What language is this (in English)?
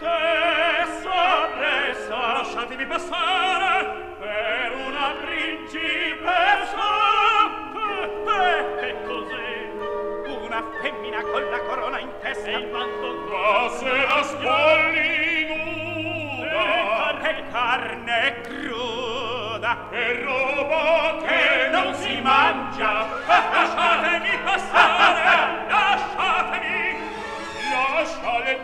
Italian